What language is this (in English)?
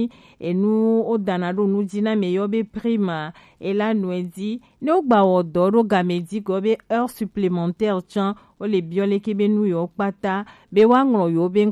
Gen